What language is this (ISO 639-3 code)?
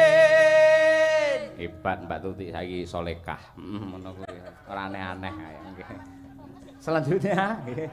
jav